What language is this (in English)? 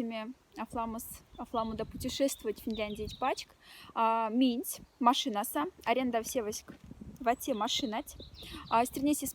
Moksha